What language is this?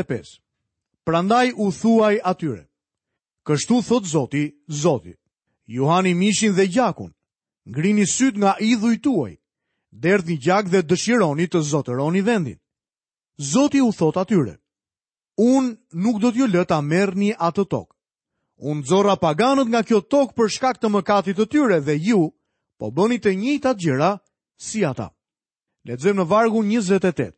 Albanian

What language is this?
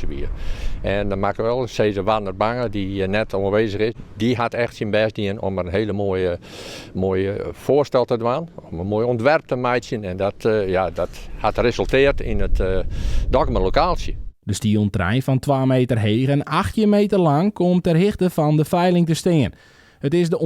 Western Frisian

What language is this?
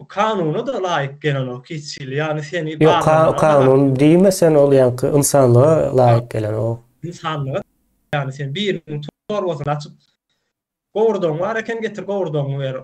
Turkmen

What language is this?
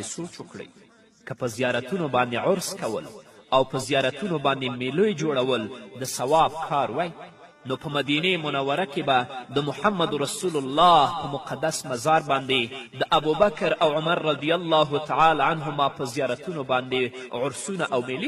Pashto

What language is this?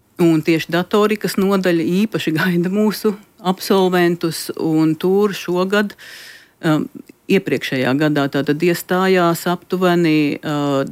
Latvian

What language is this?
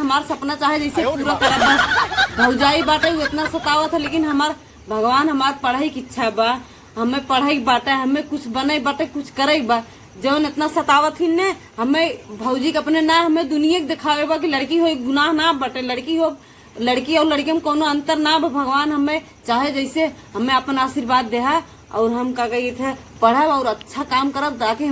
Awadhi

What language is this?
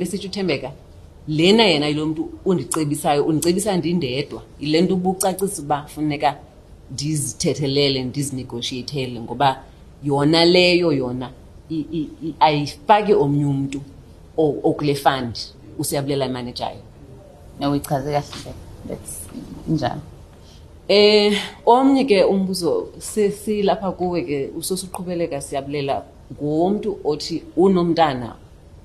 Xhosa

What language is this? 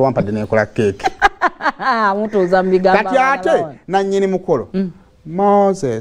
Ganda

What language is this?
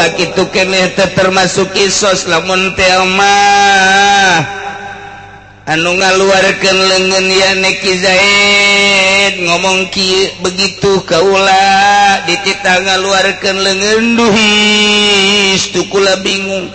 Sundanese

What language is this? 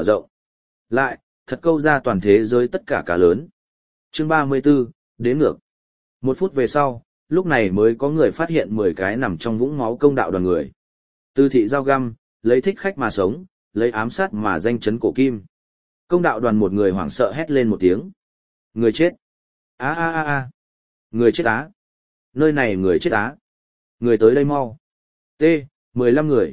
Vietnamese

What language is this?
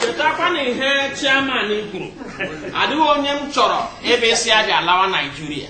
Igbo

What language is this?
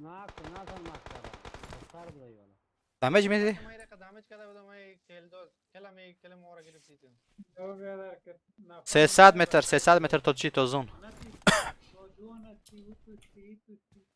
Persian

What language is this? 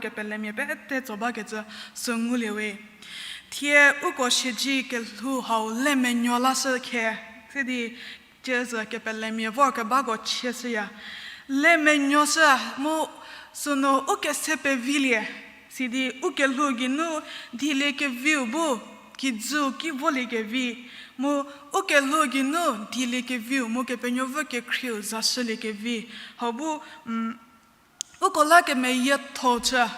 Angami Naga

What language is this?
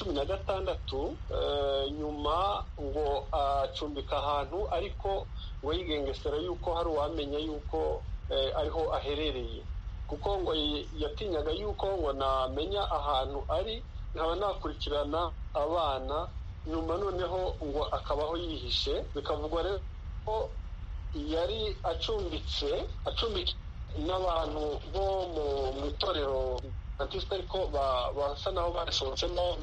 Kinyarwanda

